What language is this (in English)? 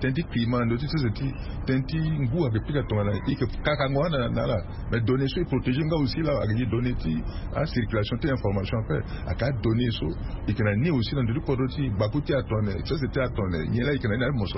Sango